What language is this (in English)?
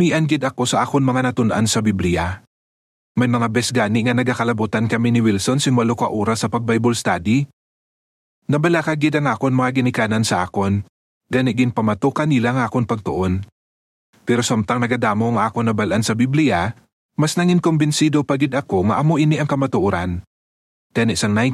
Hiligaynon